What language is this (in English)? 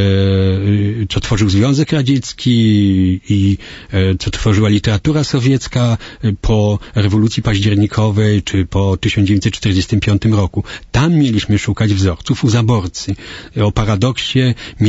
Polish